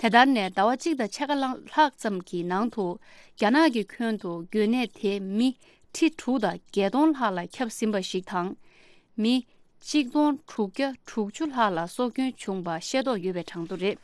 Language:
Tibetan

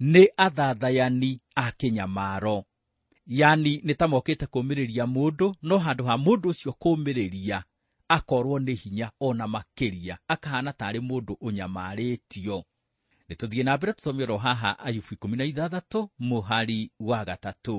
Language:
Kikuyu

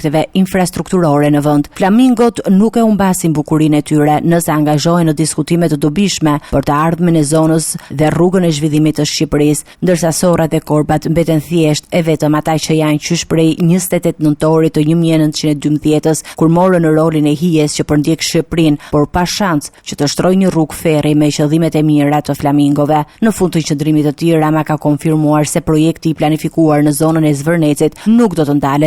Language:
Albanian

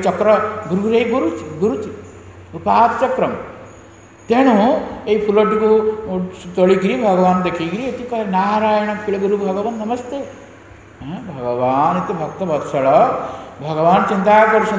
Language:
Odia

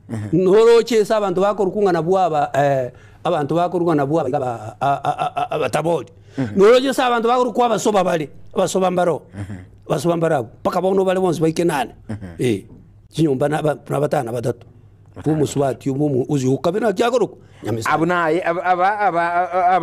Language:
Gusii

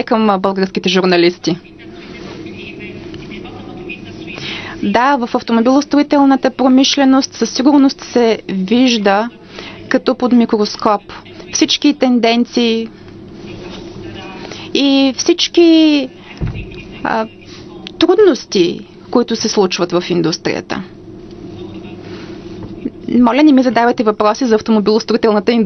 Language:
Bulgarian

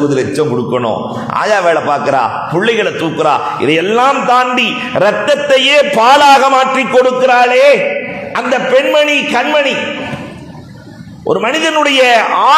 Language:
Tamil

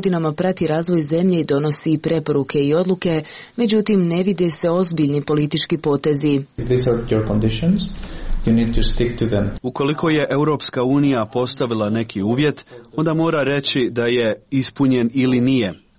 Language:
Croatian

